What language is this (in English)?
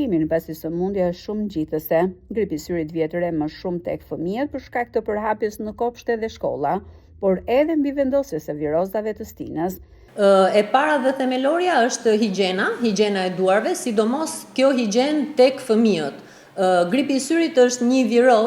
Albanian